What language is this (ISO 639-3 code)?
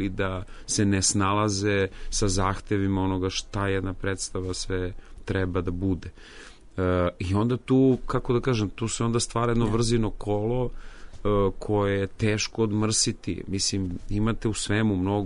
srp